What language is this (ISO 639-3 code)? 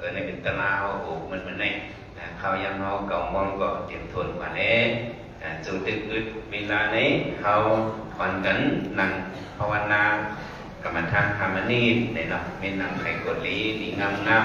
shn